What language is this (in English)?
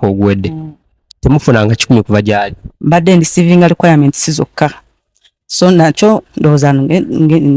Ganda